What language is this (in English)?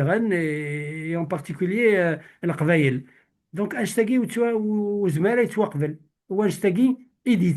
Kabyle